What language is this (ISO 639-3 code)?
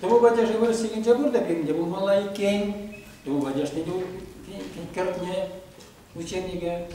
chv